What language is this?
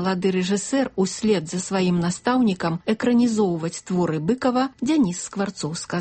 Belarusian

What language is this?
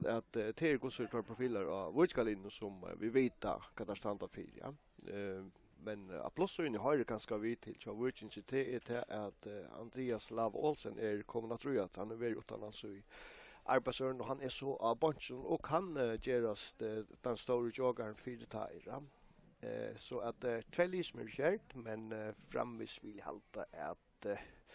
Faroese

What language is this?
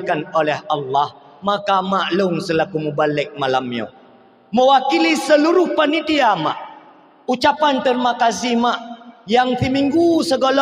Achinese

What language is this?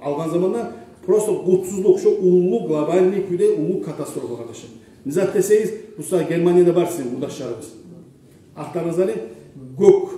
Kumyk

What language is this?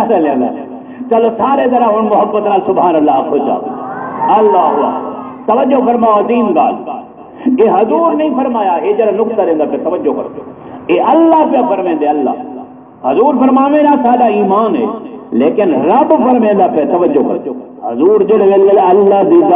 Saraiki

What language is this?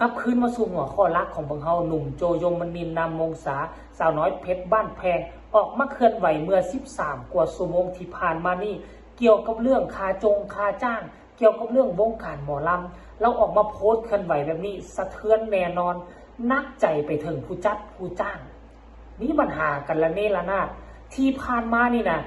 Northeastern Thai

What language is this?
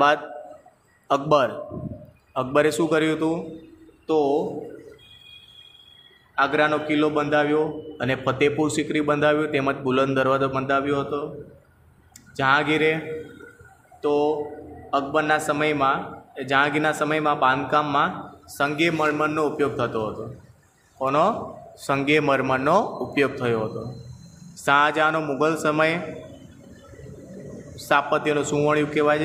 Gujarati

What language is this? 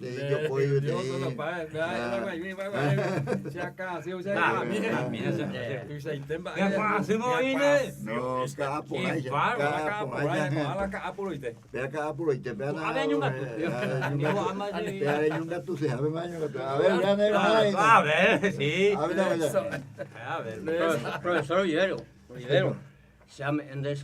Guarani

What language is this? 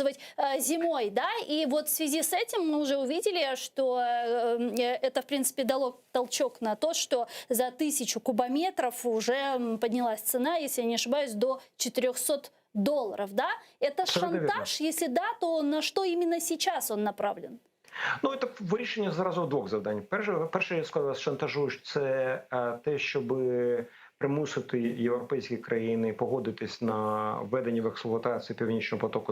Crimean Tatar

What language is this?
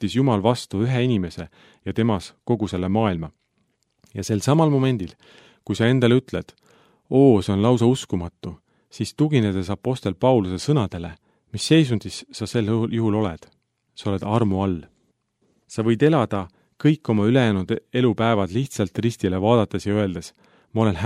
Estonian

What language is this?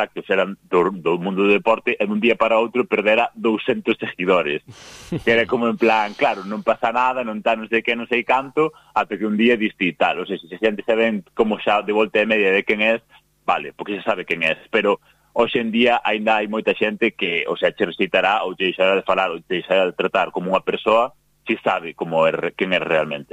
Galician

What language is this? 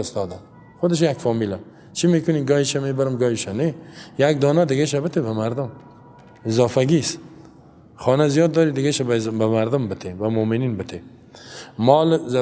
Persian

